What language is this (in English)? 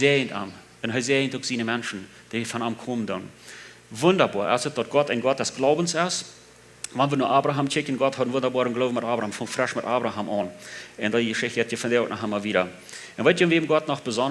Plautdietsch